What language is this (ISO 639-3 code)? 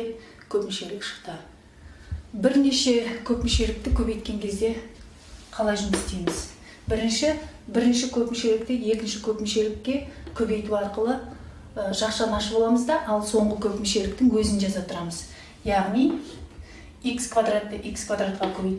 kaz